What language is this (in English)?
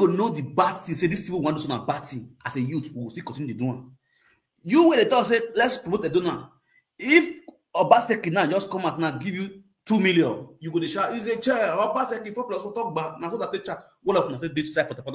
Nigerian Pidgin